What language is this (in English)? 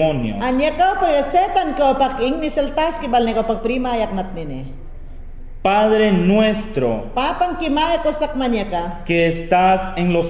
Mayangna